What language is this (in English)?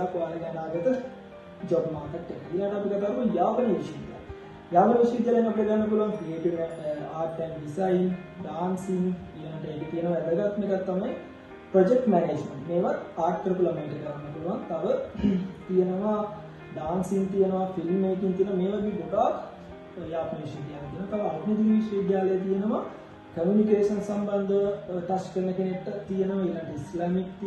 Sinhala